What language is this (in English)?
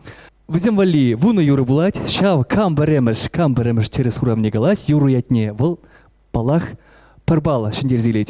Chuvash